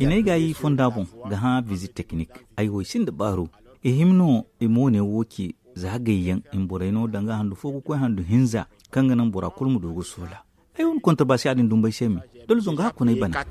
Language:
Zarma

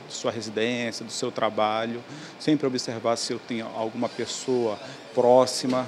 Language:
Portuguese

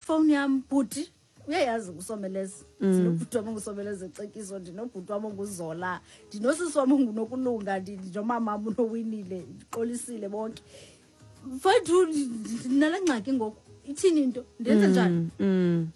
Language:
Xhosa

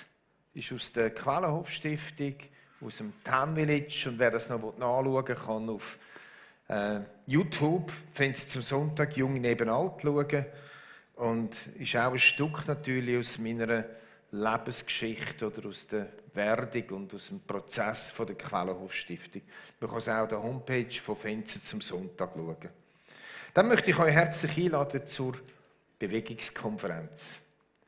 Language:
Swiss German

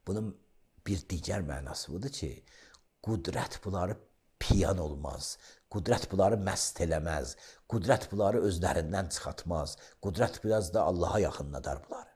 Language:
Azerbaijani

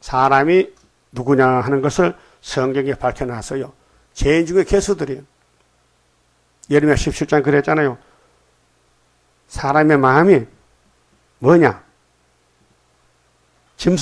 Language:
Korean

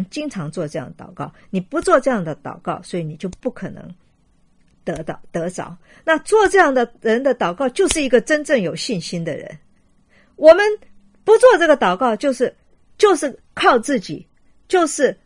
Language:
Chinese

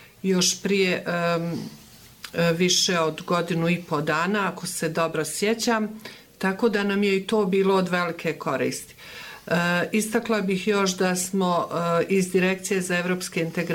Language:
Bosnian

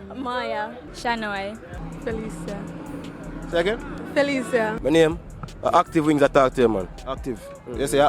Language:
Jamaican Creole English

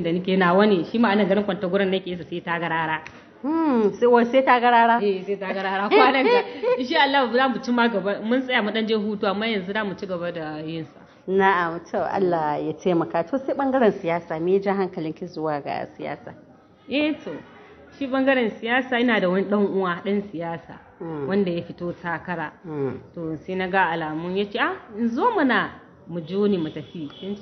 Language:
Hausa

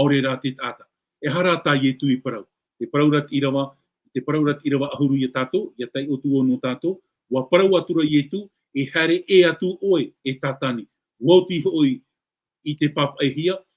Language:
Tahitian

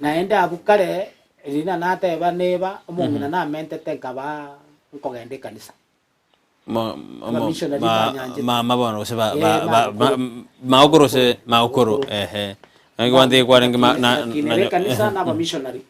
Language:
Gusii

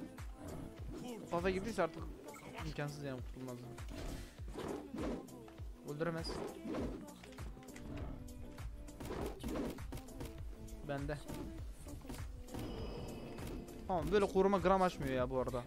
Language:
Turkish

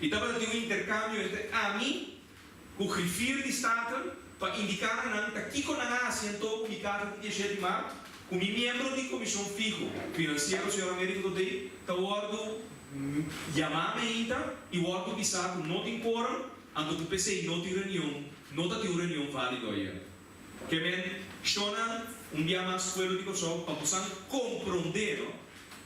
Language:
Papiamento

